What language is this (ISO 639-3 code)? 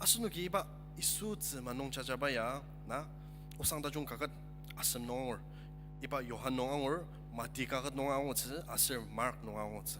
njo